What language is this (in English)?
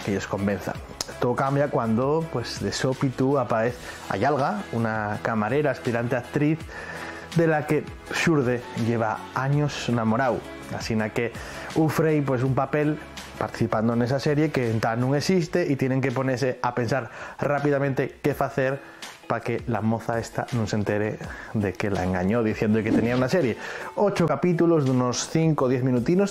Asturian